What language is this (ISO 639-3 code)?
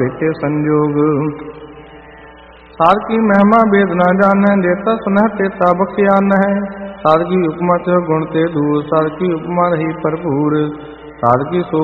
pan